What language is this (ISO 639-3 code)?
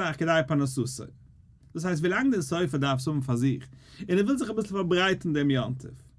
yid